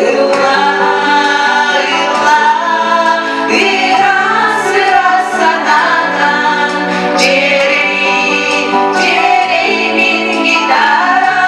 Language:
Yakut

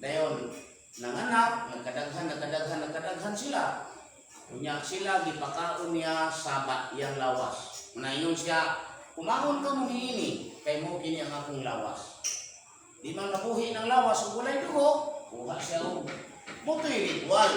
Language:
Cebuano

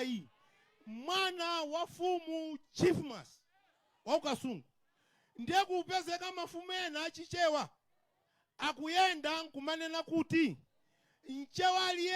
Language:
Nyanja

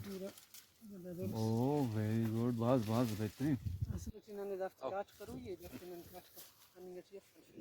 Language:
Brahui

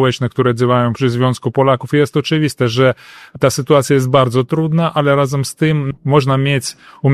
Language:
Polish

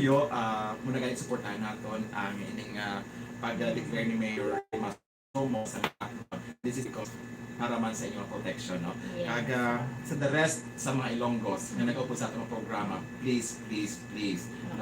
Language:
Hiligaynon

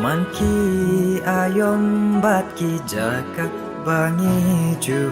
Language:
Khasi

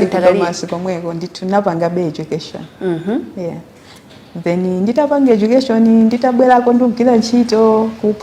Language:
Nyanja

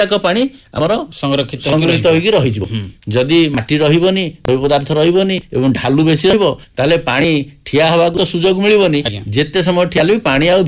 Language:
Odia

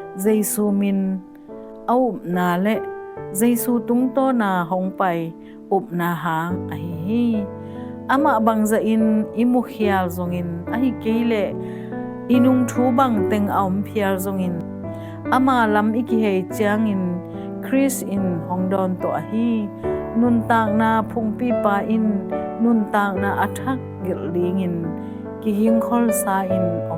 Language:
Tedim Chin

